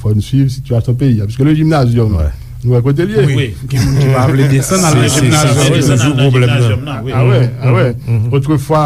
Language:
Haitian Creole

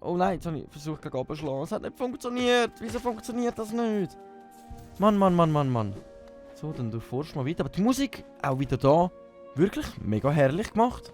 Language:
Swiss German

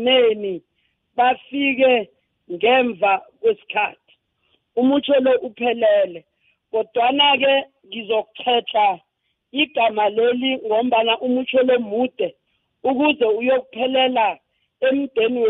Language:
South Ndebele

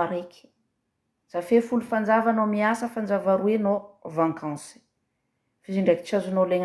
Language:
Malagasy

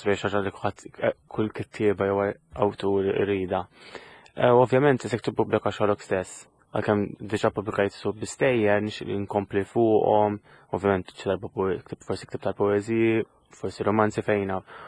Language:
Maltese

